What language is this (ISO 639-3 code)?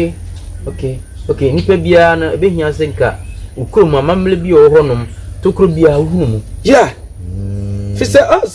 aka